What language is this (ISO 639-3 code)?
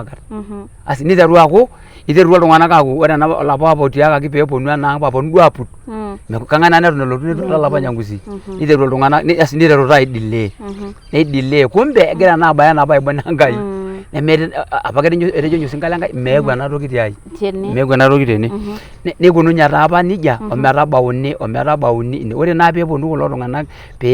mas